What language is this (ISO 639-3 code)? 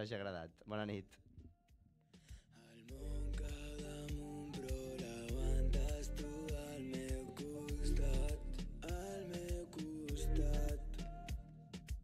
cat